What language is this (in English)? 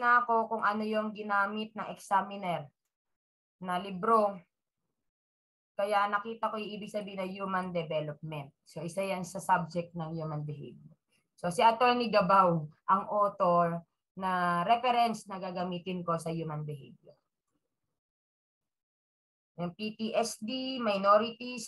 Filipino